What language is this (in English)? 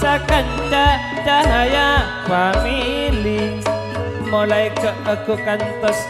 Madurese